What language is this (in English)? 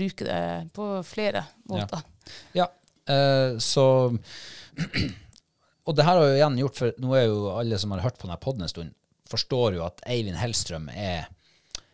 Norwegian